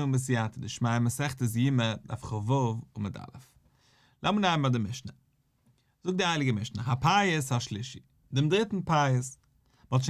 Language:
Yiddish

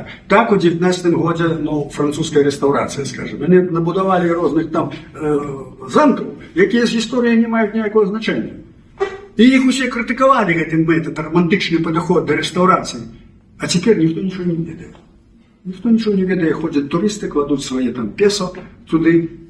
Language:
Belarusian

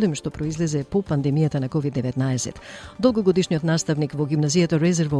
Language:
Macedonian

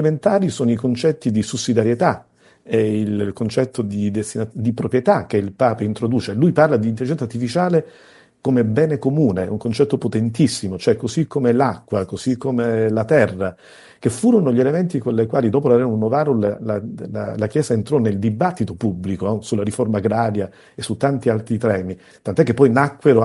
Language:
Italian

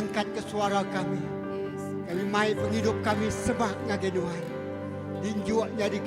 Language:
Iban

